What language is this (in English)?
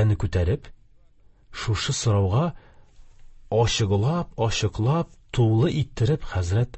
Tatar